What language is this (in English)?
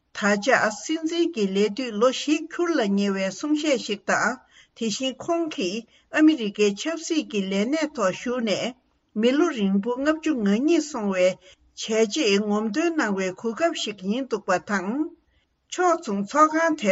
Tibetan